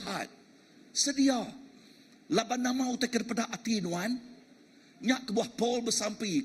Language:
Iban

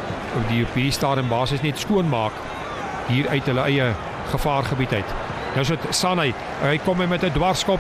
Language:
Afrikaans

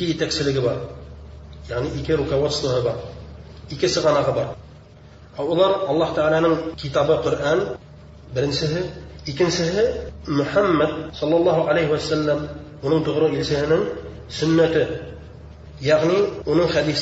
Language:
Bashkir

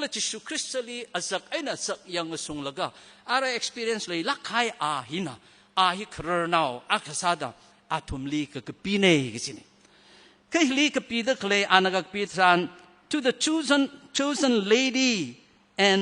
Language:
Tangkhul Naga (India)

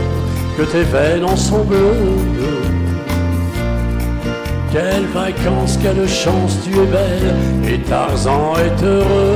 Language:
French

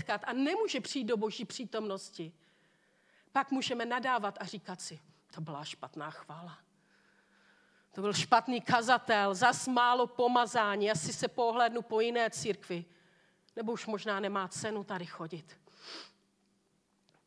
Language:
Czech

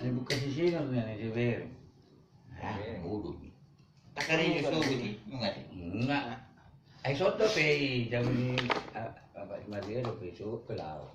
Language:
Batak Toba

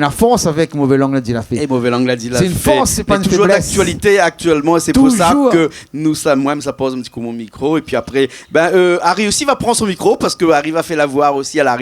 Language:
Réunion Creole French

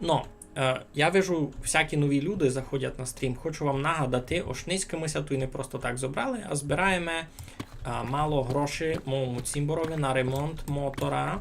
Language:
Rusyn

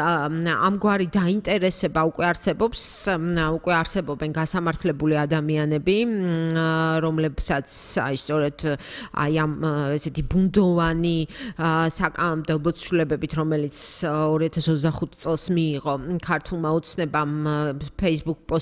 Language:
Georgian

